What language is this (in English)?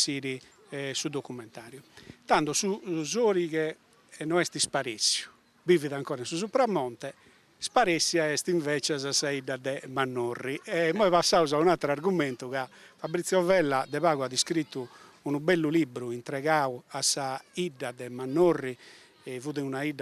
Sardinian